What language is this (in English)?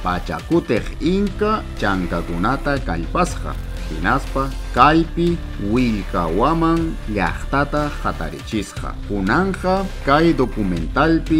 Ayacucho Quechua